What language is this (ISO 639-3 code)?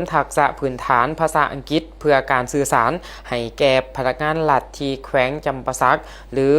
lao